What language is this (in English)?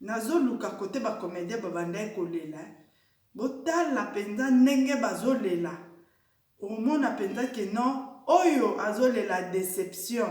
Lingala